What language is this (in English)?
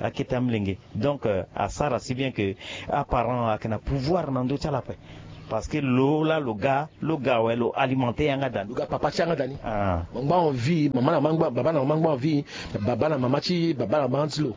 Sango